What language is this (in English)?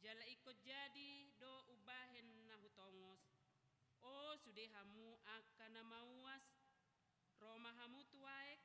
Batak Toba